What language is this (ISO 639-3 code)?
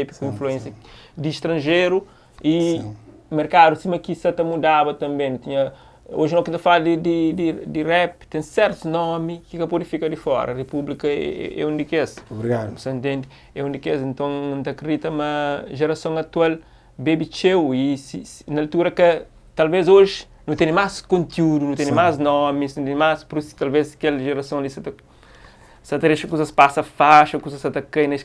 kea